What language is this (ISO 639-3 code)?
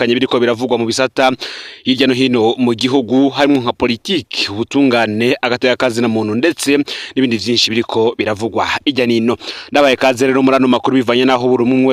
run